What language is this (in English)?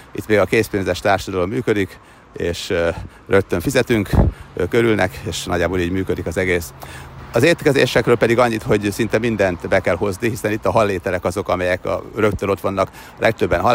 Hungarian